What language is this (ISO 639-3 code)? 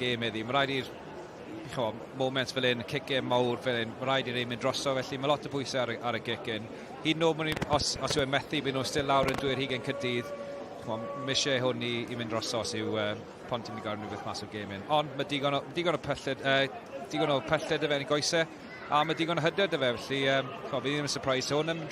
cym